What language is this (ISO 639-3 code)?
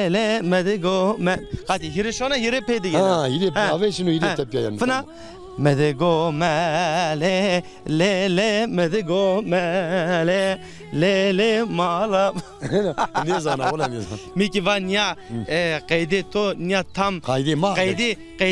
zza